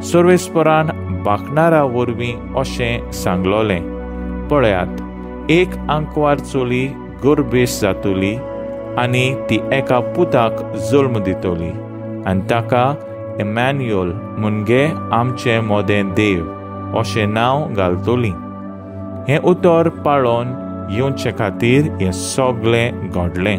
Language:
Konkani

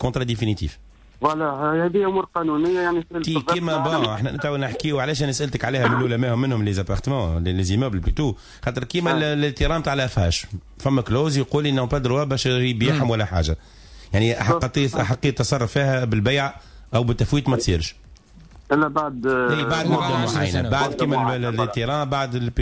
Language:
Tunisian Arabic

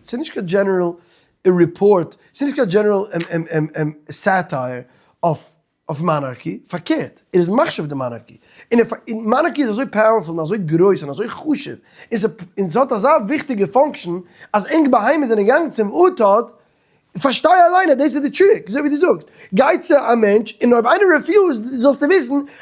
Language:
Yiddish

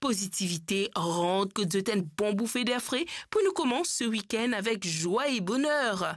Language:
Morisyen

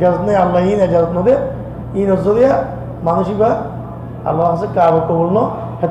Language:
Rohingya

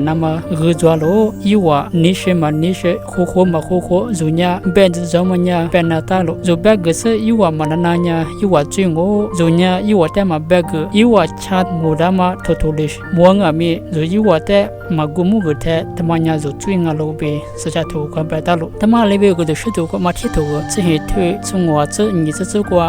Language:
Lisu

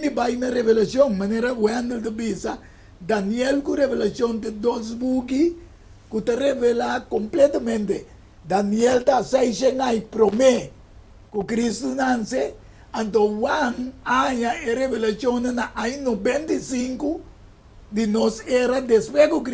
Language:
Papiamento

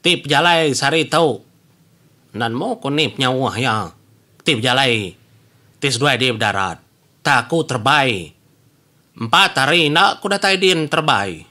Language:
Iban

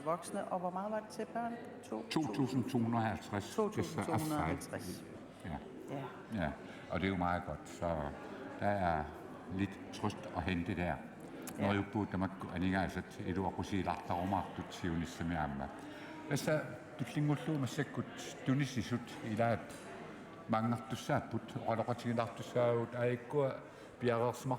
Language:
Kalaallisut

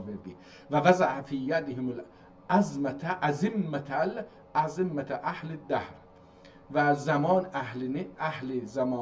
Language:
South Azerbaijani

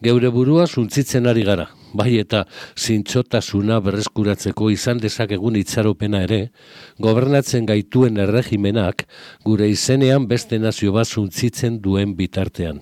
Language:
Basque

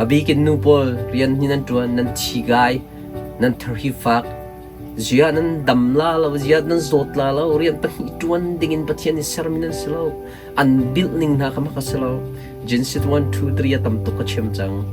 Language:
Hakha Chin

